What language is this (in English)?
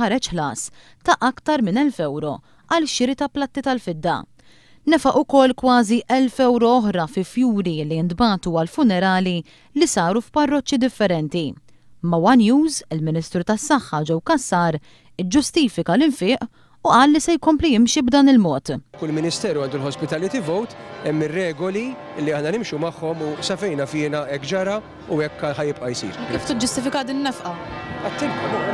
Maltese